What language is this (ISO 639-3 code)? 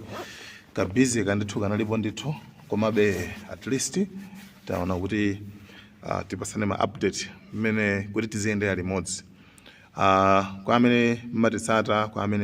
nya